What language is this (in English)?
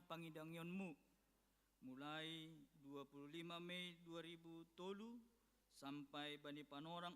Batak Simalungun